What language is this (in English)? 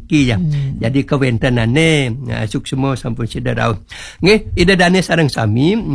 Balinese